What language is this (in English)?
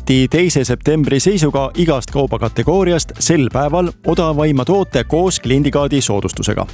Estonian